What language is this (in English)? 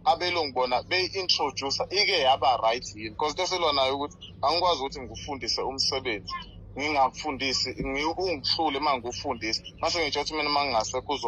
Zulu